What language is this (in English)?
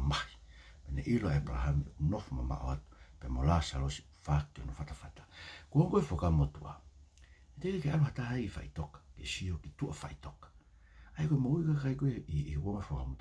Tongan